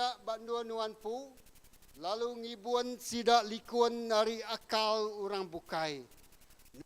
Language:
Iban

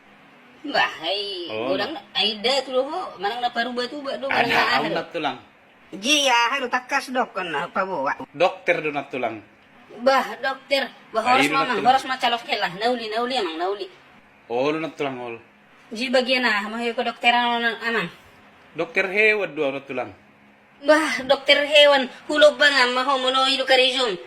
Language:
Batak Toba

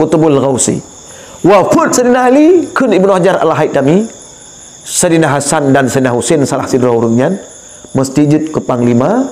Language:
Achinese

